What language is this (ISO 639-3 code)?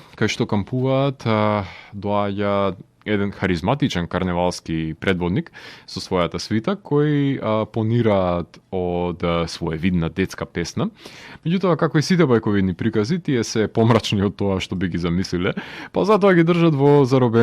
mkd